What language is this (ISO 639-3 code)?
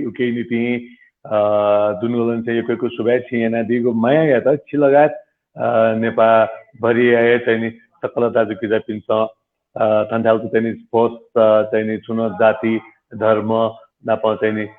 new